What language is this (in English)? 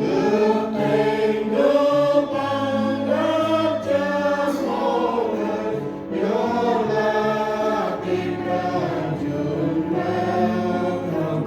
Central Mnong